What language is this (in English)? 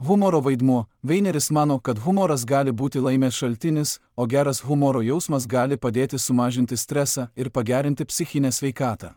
Lithuanian